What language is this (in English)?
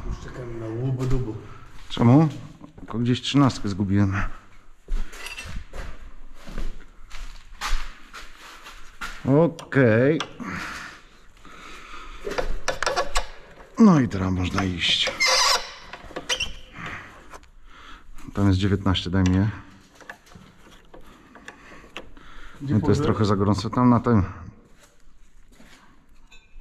Polish